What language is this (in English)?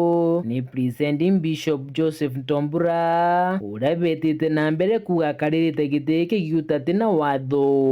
Meru